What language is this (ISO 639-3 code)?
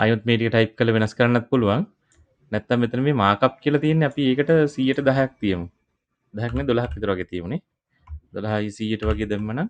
sin